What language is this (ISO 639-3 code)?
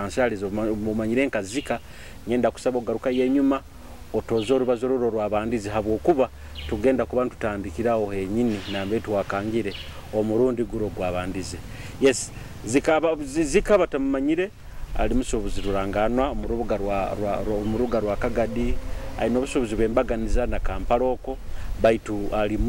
nyo